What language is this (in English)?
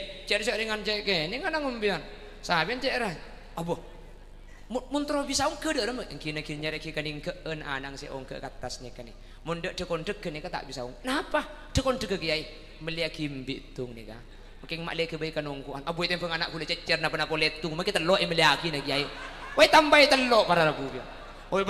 Madurese